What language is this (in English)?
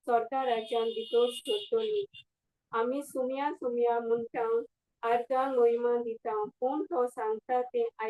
Konkani